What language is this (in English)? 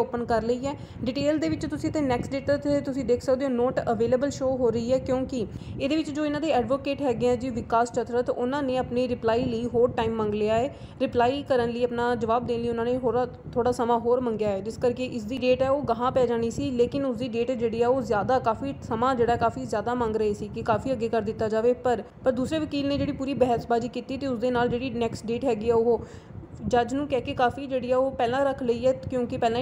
Punjabi